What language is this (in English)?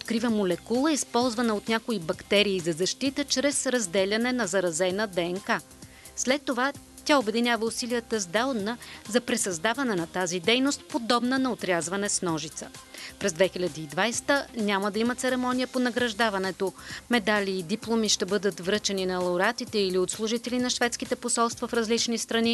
Bulgarian